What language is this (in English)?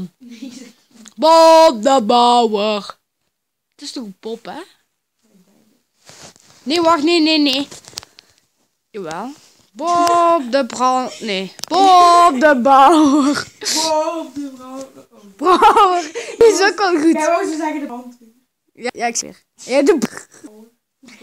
Dutch